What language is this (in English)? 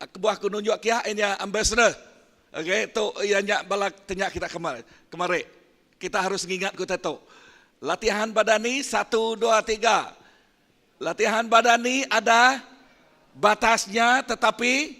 Iban